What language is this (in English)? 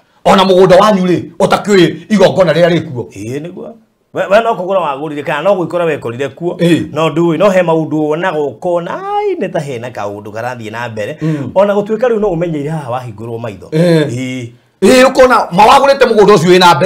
Kikuyu